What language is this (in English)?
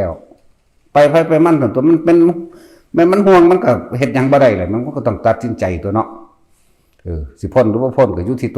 Northeastern Thai